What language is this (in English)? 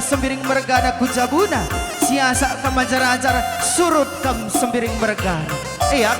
Batak Karo